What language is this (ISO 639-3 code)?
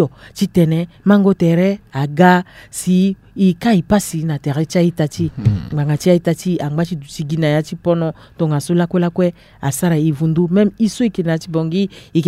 sag